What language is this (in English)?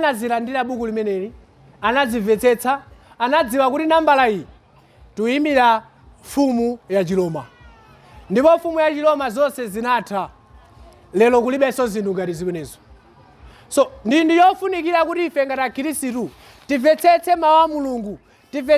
Nyanja